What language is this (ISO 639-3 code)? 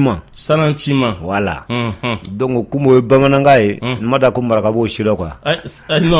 bam